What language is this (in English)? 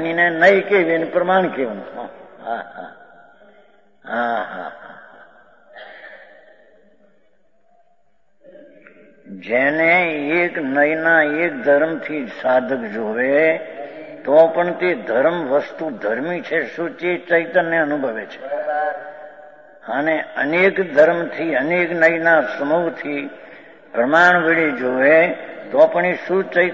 Gujarati